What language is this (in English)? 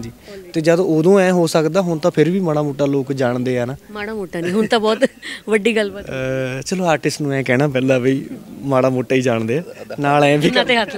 Punjabi